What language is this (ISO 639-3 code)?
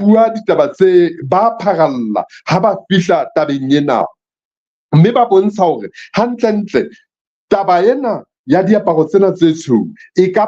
sot